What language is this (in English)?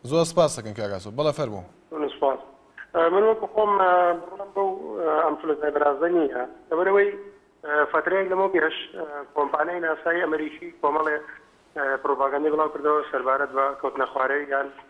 Central Kurdish